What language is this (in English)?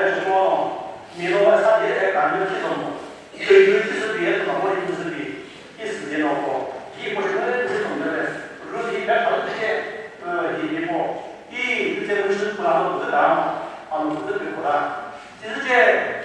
Chokri Naga